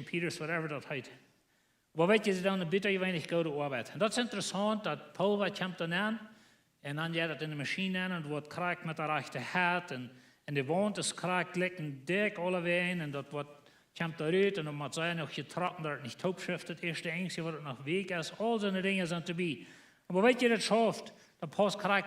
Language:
Plautdietsch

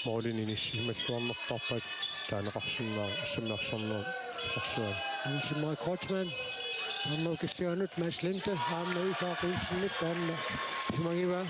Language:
Kalaallisut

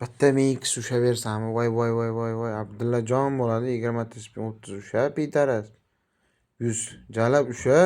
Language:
Uzbek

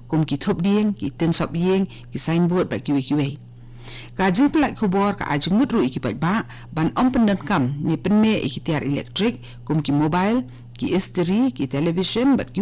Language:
Khasi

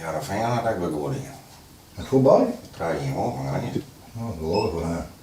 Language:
Western Frisian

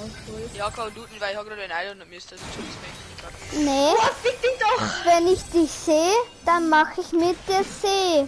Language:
Bavarian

